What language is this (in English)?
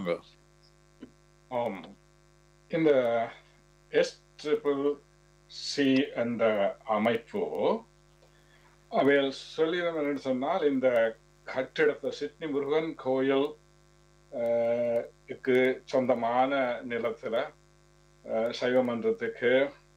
Tamil